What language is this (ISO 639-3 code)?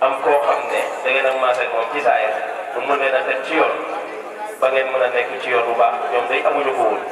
wol